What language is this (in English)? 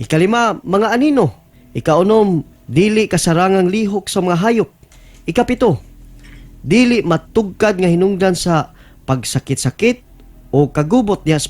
Cebuano